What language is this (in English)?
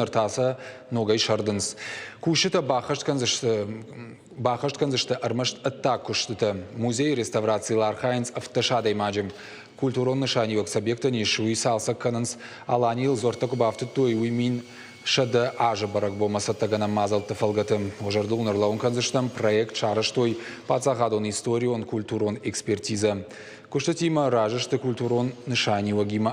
Ossetic